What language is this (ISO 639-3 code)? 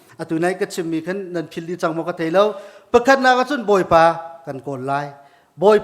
cnh